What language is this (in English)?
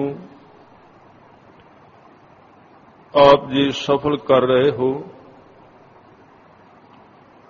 Punjabi